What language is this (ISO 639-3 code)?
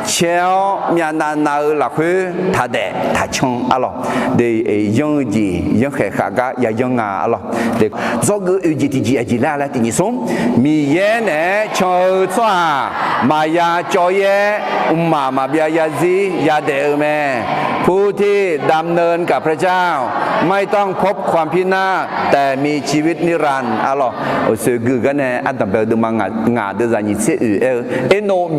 ahk